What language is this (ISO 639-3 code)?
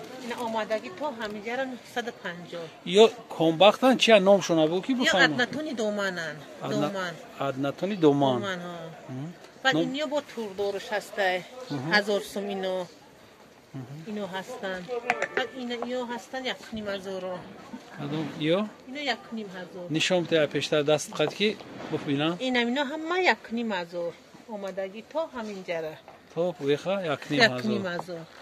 tgk